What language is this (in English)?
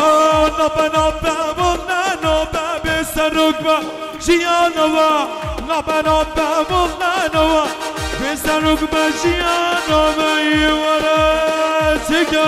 Kurdish